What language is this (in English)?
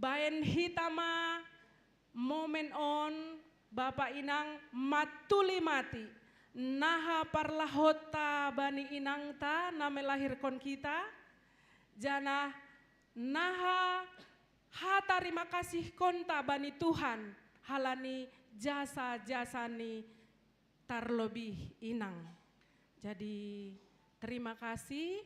Batak Simalungun